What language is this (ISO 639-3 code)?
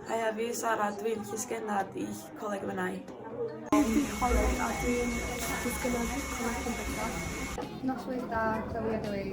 cym